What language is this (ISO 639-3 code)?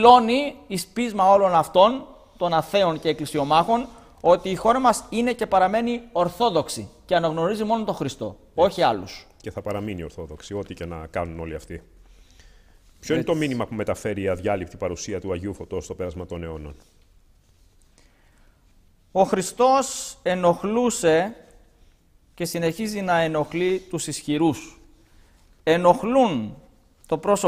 ell